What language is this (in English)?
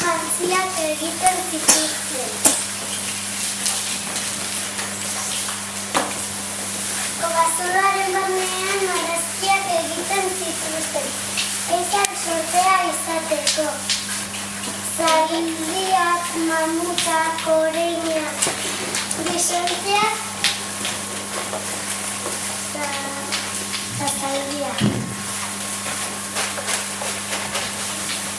Basque